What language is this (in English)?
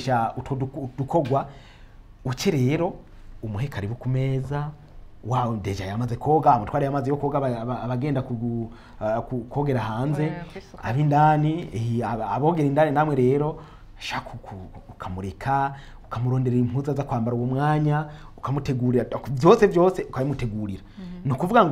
Rundi